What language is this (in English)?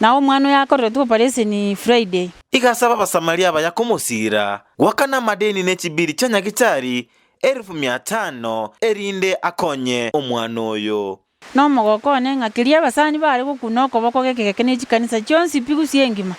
Gusii